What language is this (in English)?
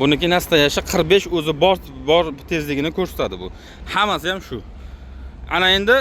Uzbek